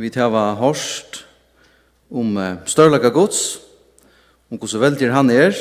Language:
Faroese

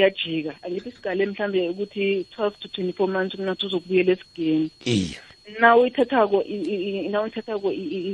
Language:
South Ndebele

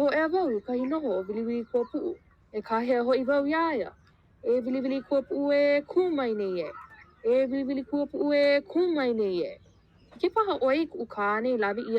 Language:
Hawaiian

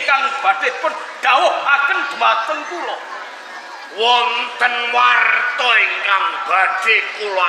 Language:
Javanese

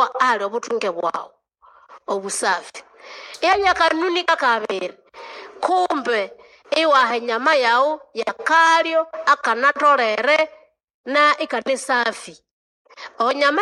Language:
Nande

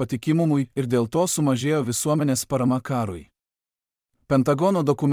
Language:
Lithuanian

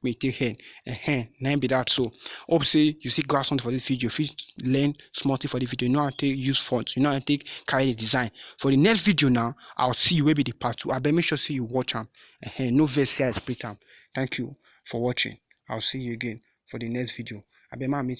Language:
Nigerian Pidgin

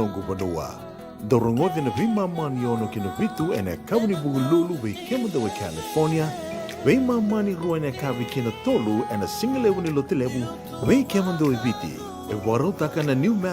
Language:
Fijian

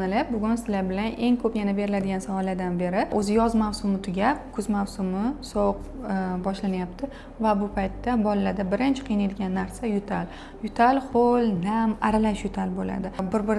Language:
Uzbek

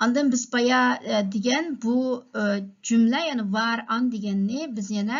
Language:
Uyghur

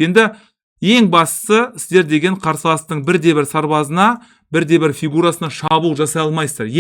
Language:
Kazakh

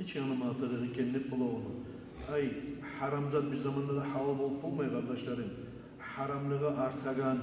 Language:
Kumyk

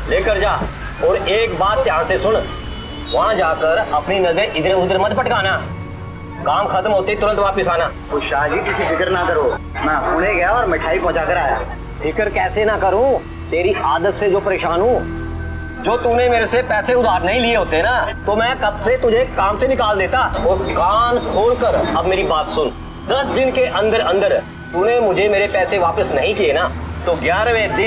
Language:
Hindi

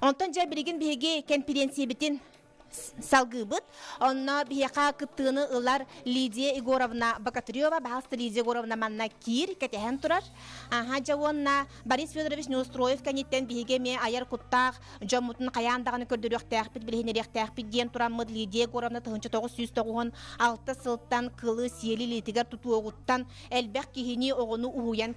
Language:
Yakut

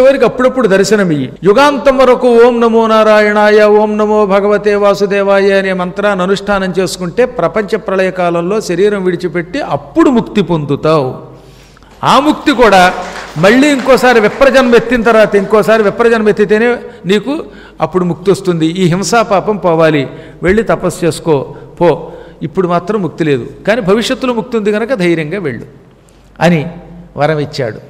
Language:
Telugu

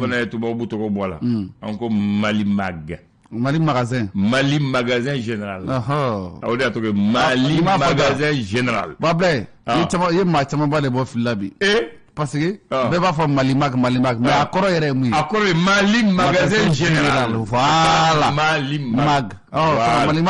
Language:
Bambara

